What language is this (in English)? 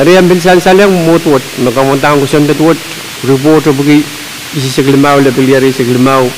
Pohnpeian